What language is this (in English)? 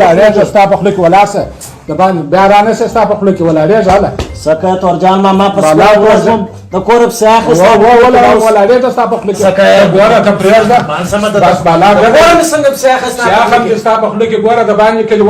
Pashto